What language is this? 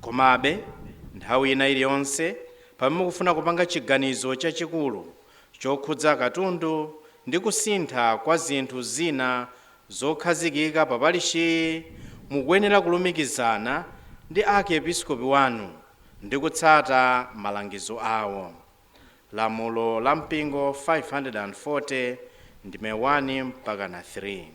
Nyanja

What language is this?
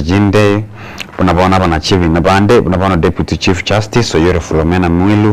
Gusii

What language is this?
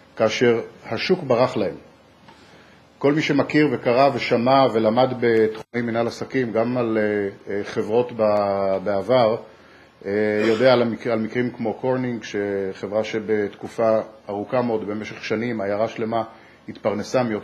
Hebrew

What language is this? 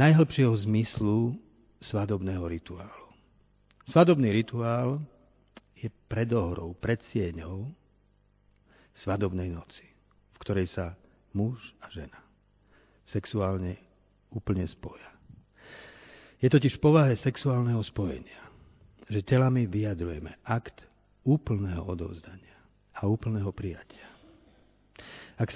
Slovak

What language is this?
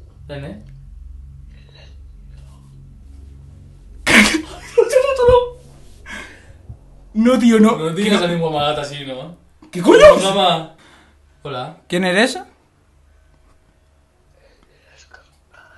Catalan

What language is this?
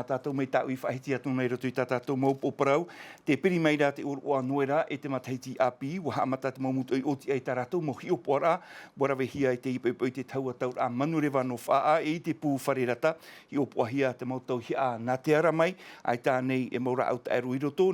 Tahitian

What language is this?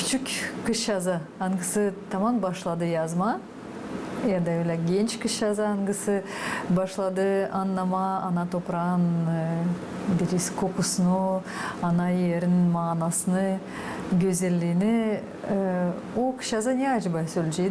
Gagauz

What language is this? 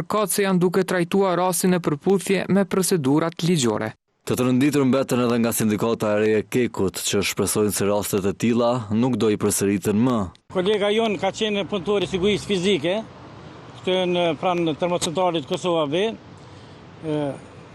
Albanian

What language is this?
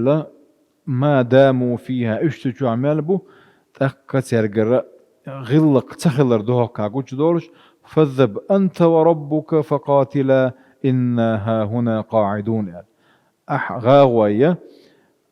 Chechen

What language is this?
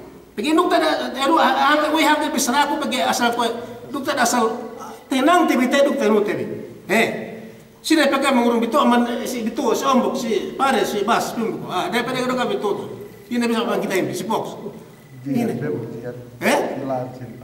Yakan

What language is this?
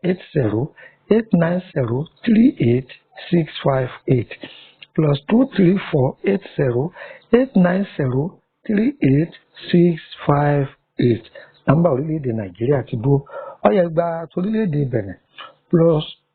Yoruba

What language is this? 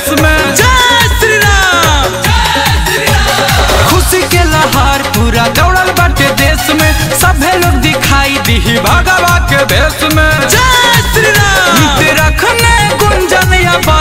Bhojpuri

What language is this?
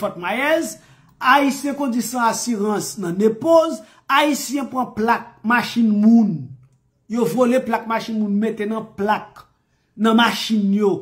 Haitian Creole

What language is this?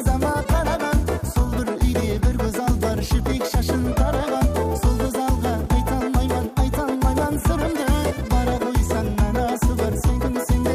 Kara-Kalpak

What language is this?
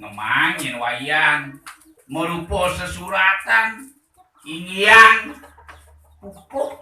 Balinese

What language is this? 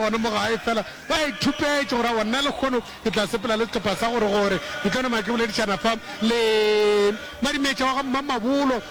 Northern Sotho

